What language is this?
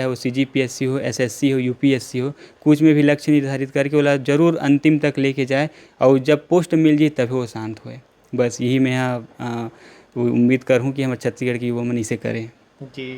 Chhattisgarhi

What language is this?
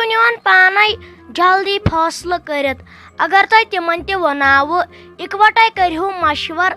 Kashmiri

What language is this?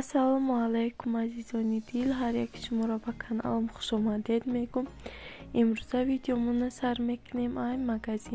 Tajik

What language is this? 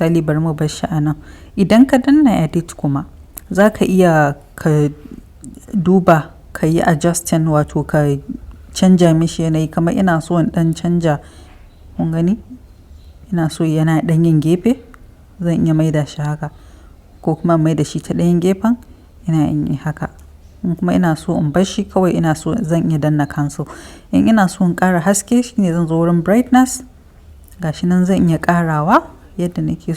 Hausa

